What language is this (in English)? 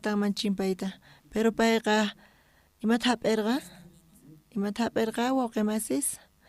South Bolivian Quechua